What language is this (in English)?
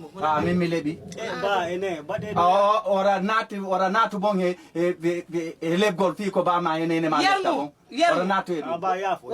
Fula